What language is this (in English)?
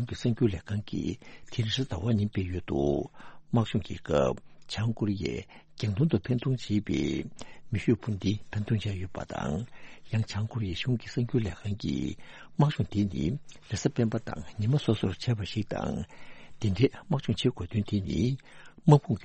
Tibetan